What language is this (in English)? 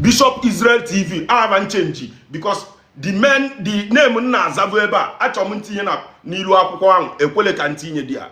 Igbo